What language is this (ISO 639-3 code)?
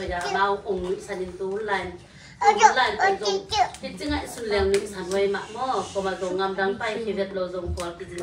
ctd